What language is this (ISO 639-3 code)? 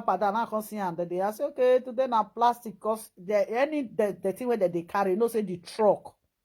pcm